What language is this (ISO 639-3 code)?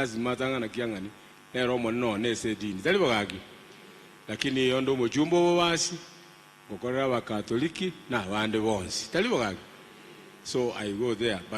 guz